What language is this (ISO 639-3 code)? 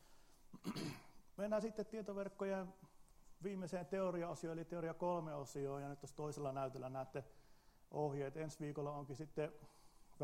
fin